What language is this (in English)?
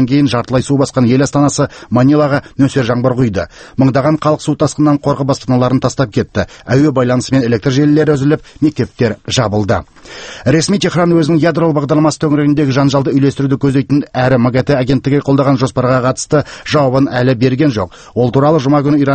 Kazakh